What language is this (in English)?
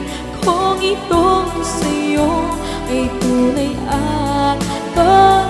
Filipino